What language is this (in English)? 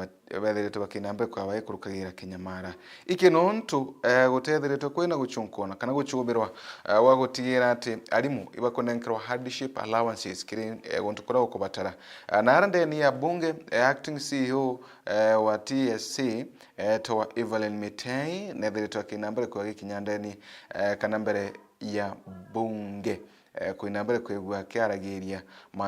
Meru